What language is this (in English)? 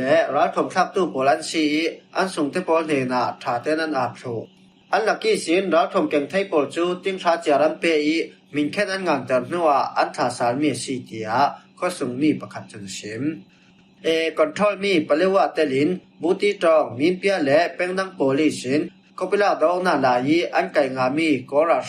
Falam Chin